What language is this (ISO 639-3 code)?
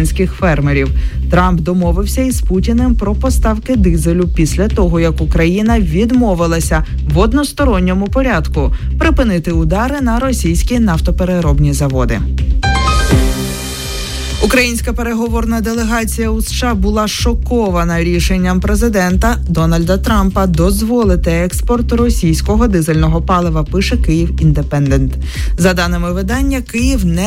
ukr